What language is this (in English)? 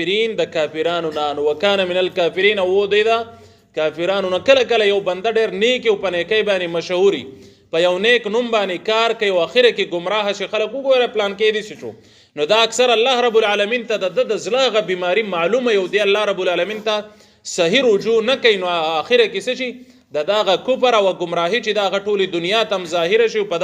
Pashto